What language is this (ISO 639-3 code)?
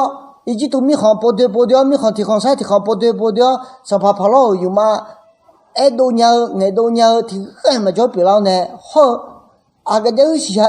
ahk